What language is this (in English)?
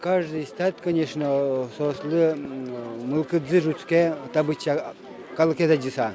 Udmurt